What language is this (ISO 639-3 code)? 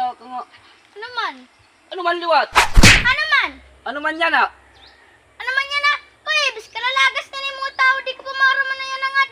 war